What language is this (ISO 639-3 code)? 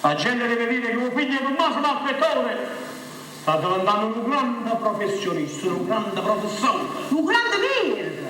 nap